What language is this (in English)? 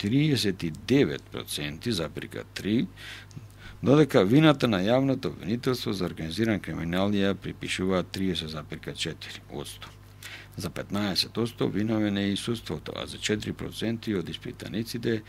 Macedonian